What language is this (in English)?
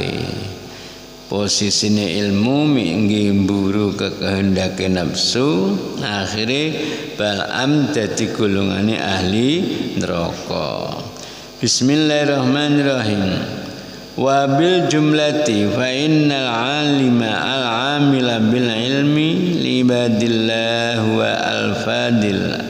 Javanese